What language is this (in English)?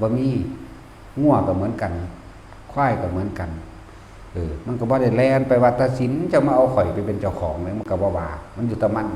Northeastern Thai